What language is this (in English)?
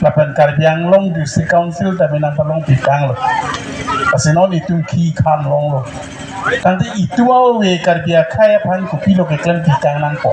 Karbi